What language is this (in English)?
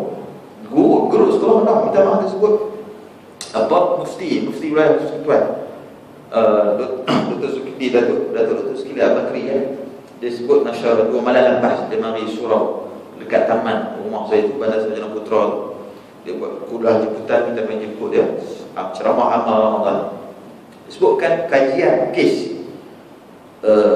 Malay